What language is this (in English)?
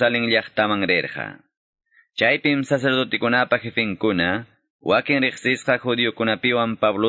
Quechua